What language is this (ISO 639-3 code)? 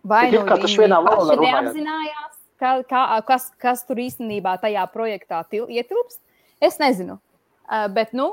lav